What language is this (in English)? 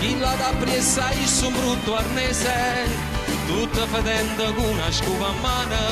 Neapolitan